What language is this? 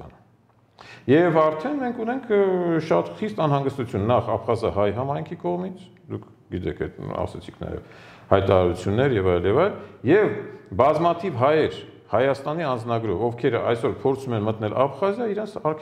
Armenian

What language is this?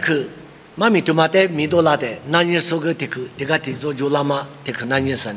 Lisu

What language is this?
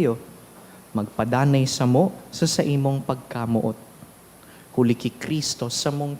Bikol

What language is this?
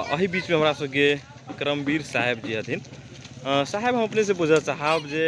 Magahi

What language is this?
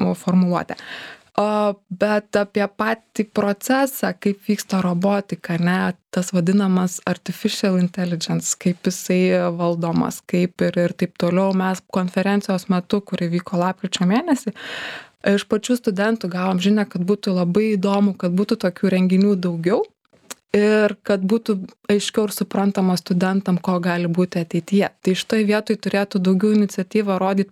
Lithuanian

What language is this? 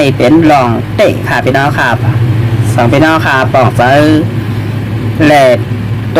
Shan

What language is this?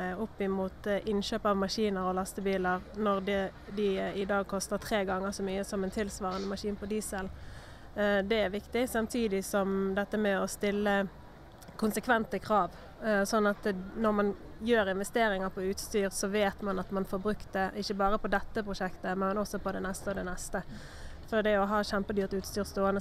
Norwegian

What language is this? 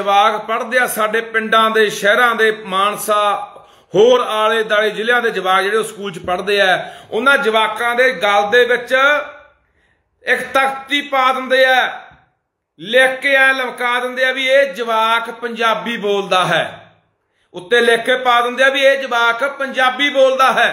Punjabi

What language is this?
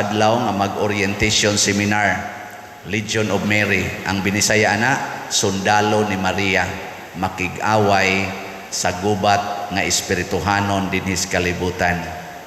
Cebuano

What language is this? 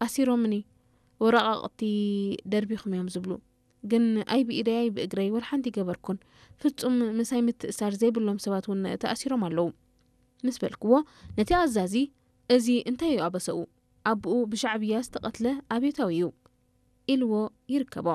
Tigrinya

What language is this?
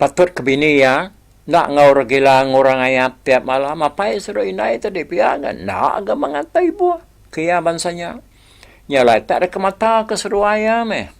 Iban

